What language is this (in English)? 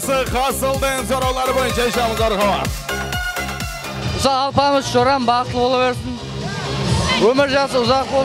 Kara-Kalpak